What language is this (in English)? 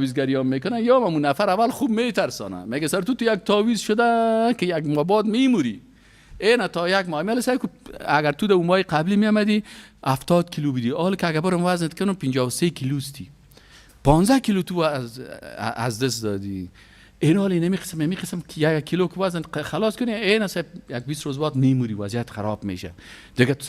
Persian